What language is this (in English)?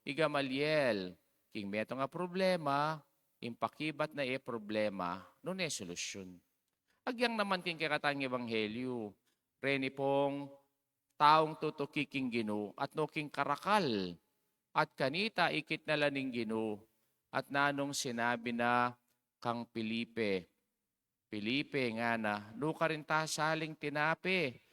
Pampanga